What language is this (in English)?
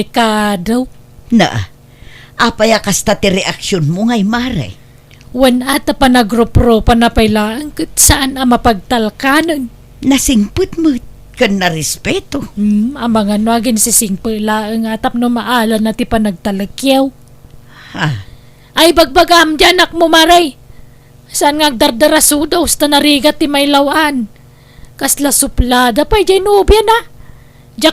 Iloko